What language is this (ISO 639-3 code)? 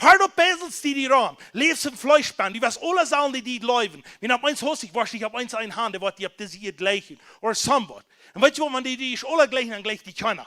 pdt